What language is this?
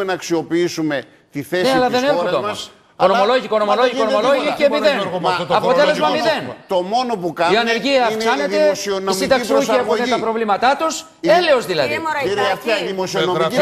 Greek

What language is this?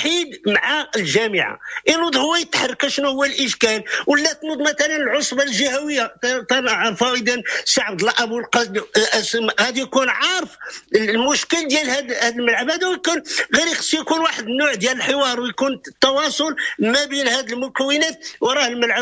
Moroccan Arabic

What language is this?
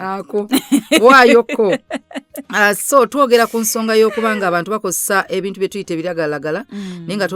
Ganda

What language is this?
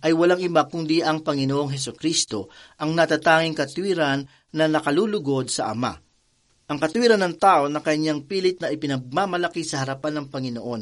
Filipino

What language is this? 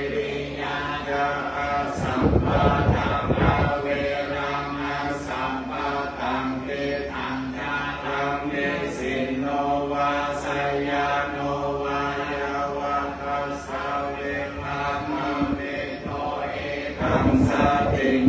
Pali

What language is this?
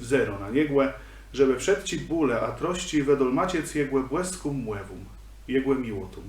Kashubian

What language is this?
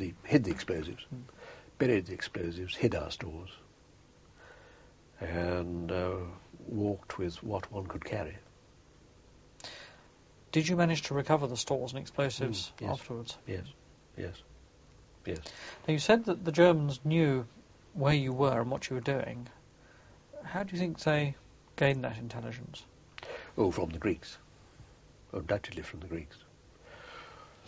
English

